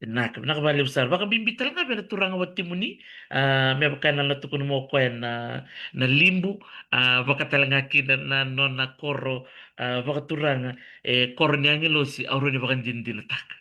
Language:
Fijian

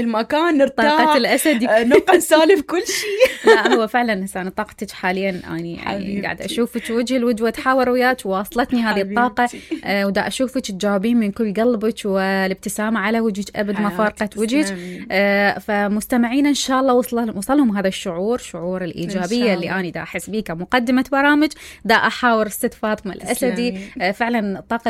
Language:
Mesopotamian Arabic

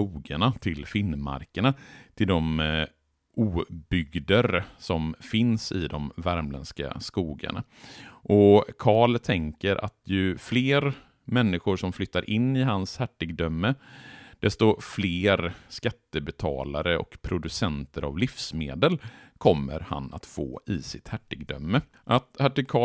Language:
Swedish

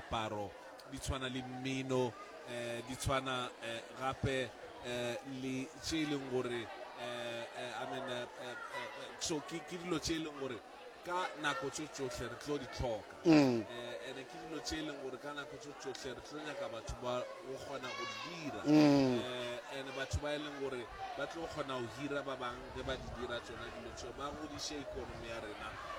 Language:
Northern Sotho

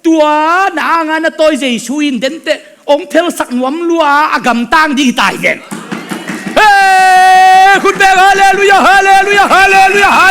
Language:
Tedim Chin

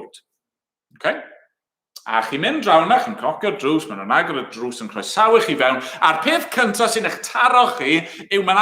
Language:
Welsh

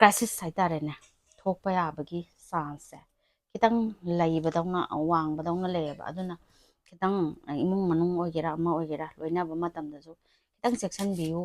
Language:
Manipuri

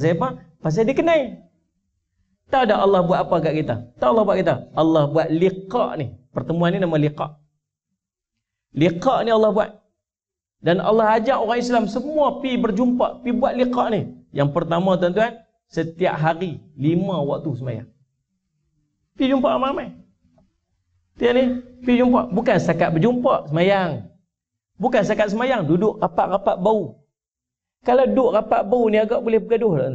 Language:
Malay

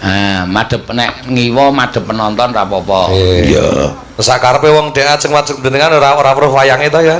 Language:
Javanese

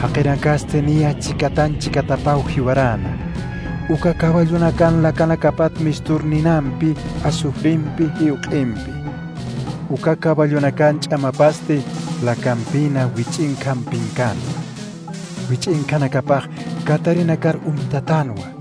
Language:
Aymara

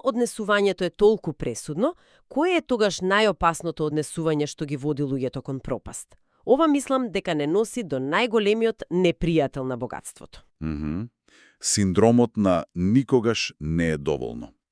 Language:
Macedonian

